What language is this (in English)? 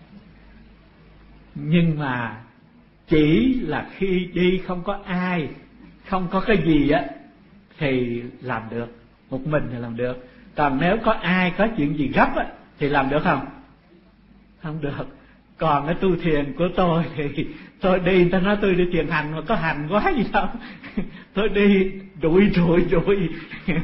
Vietnamese